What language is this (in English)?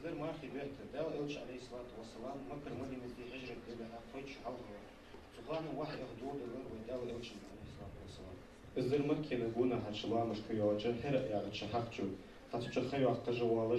Ingush